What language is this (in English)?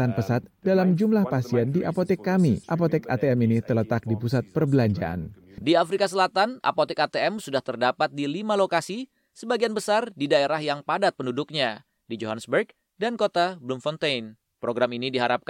Indonesian